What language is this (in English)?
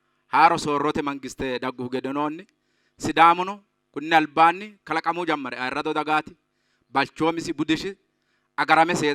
Sidamo